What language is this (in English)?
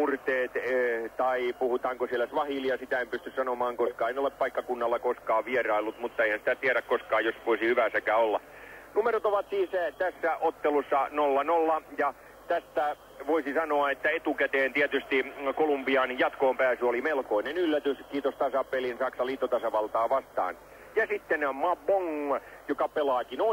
Finnish